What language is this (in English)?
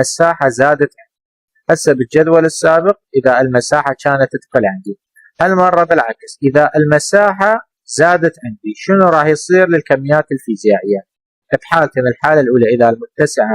Mesopotamian Arabic